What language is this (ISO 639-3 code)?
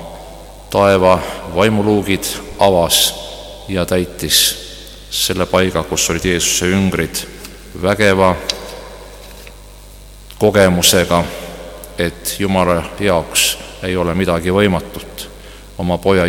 est